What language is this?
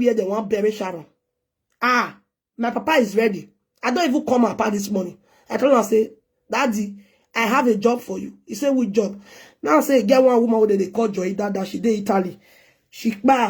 Nigerian Pidgin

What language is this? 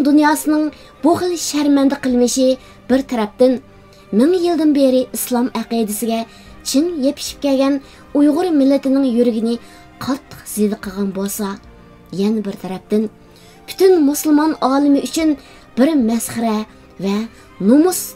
Uyghur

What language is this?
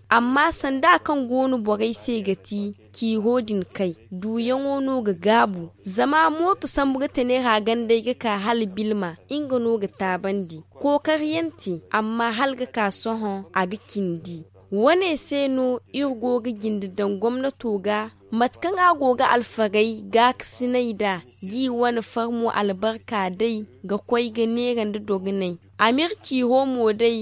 Zarma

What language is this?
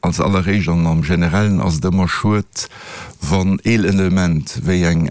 Luxembourgish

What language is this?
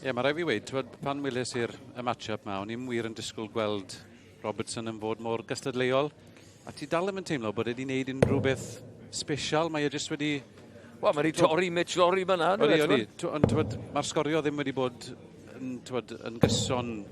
Welsh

